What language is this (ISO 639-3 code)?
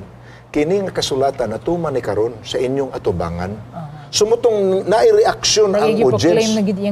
ceb